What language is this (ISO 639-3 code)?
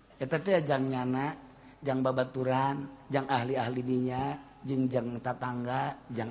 sun